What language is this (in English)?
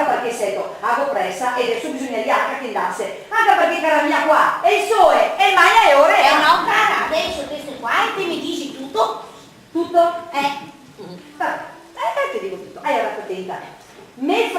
Venetian